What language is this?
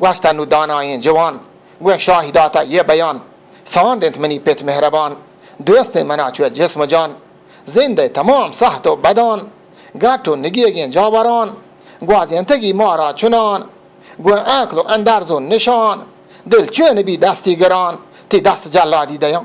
Eastern Balochi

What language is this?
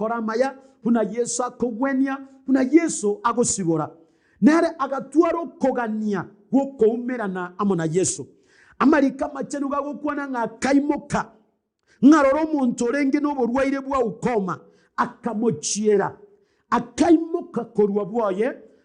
Gusii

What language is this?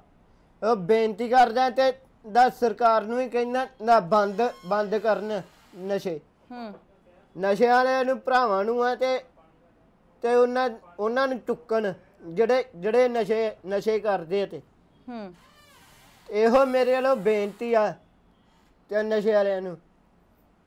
Punjabi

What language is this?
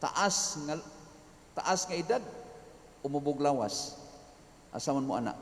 Cebuano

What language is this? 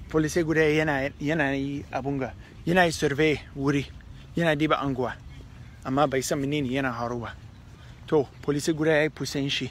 Hausa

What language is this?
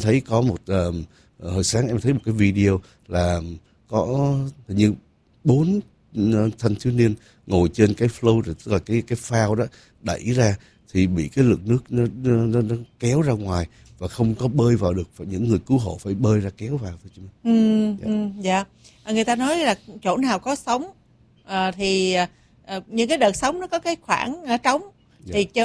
Vietnamese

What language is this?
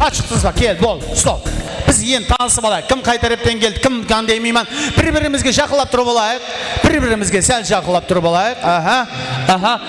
Kara-Kalpak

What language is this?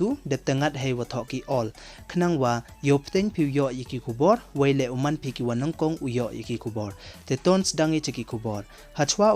Pnar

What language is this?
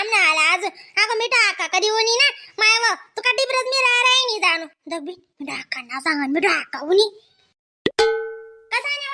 Khandesi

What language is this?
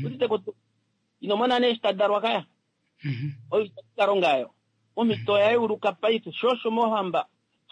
Kuanyama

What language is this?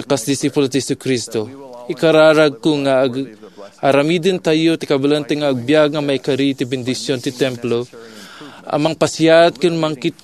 Iloko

